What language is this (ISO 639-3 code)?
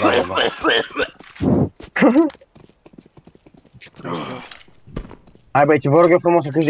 ron